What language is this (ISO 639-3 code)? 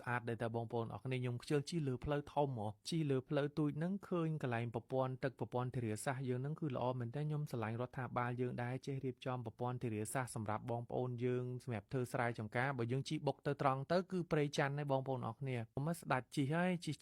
khm